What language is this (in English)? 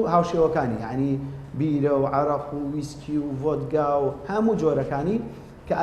Central Kurdish